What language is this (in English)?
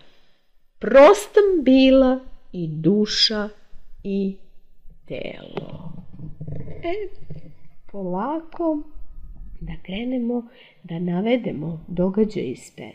Serbian